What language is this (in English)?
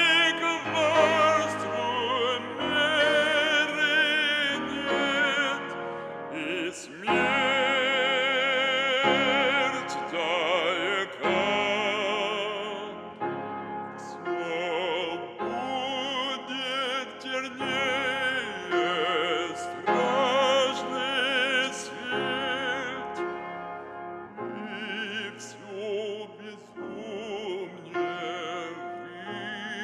Russian